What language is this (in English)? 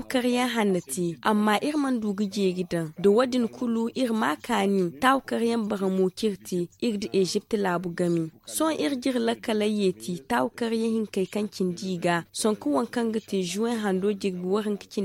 Zarma